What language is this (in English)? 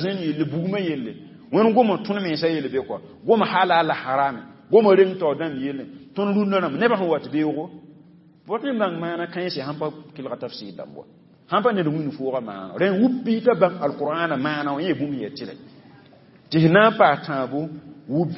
Mossi